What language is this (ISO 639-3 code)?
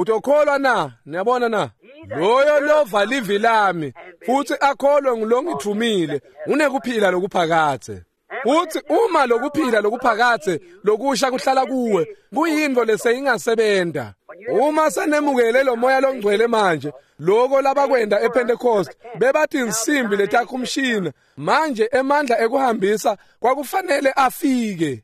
ssw